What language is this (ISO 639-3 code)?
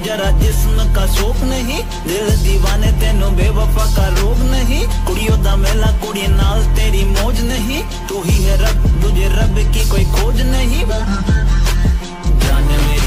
hin